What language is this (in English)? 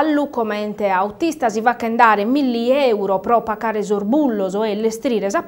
Sardinian